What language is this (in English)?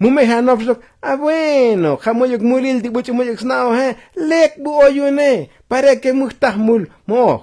Tzotzil